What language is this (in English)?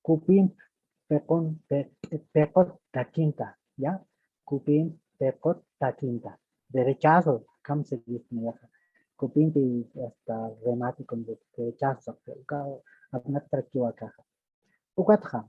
Aymara